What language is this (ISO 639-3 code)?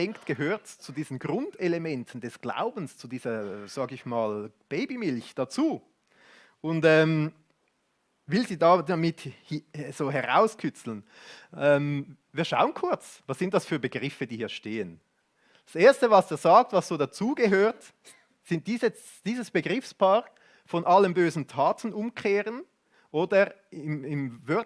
gsw